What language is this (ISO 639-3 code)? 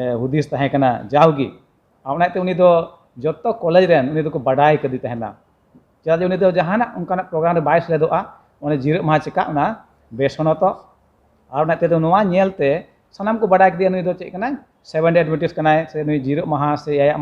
sat